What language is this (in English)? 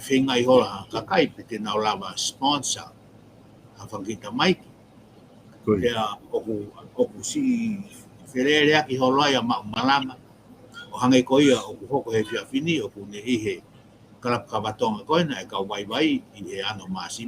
Tongan